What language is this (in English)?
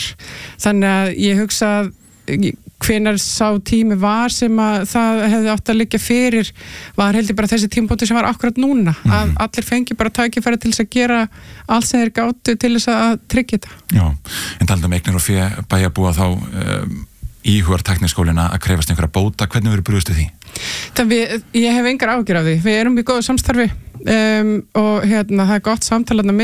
Icelandic